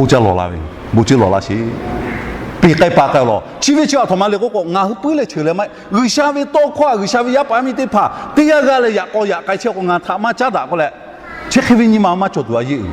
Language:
Lahu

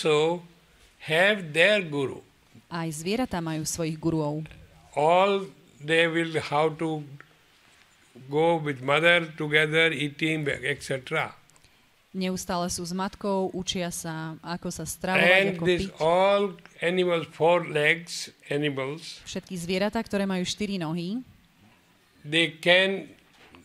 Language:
Slovak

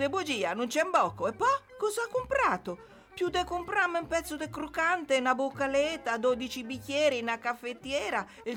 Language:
Italian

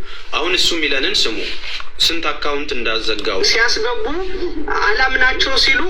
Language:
Amharic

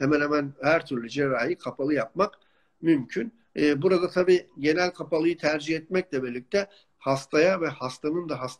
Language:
Turkish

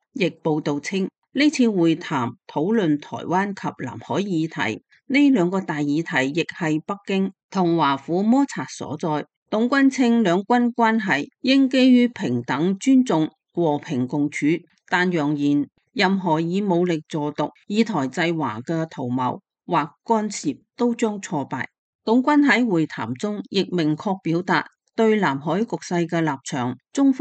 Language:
Cantonese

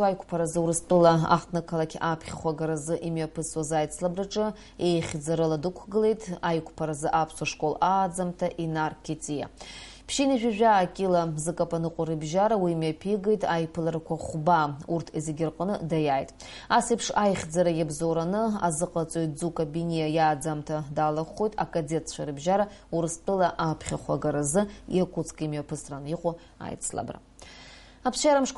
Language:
Abkhazian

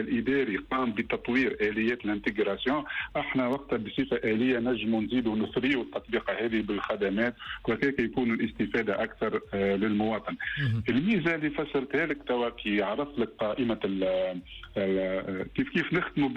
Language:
Tunisian Arabic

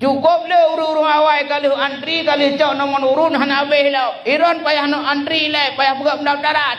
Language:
Achinese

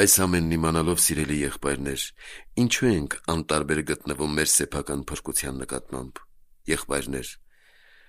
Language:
Armenian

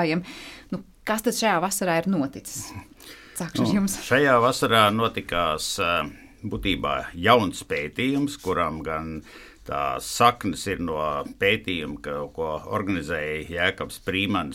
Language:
Latvian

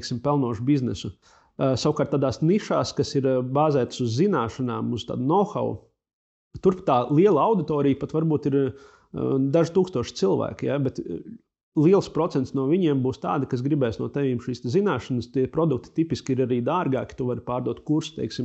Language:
Latvian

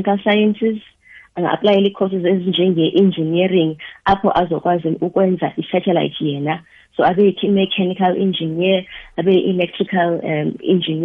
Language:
South Ndebele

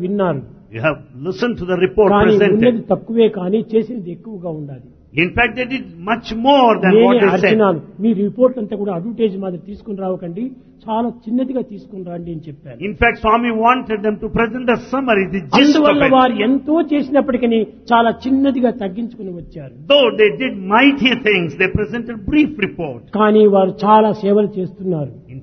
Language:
Telugu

